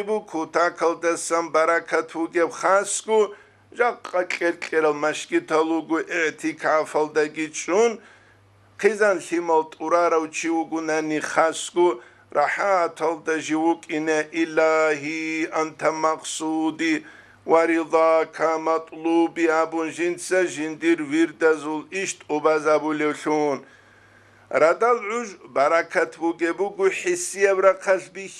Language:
Avaric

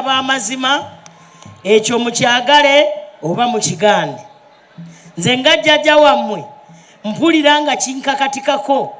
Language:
Soga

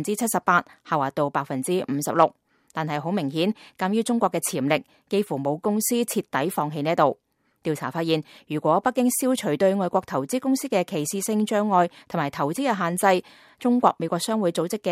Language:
Cantonese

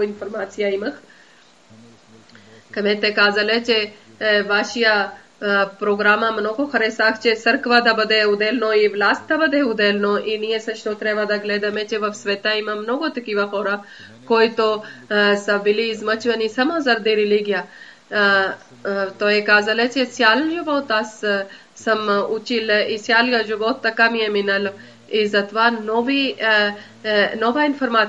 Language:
Bulgarian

